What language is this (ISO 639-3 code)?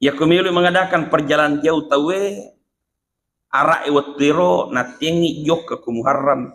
bug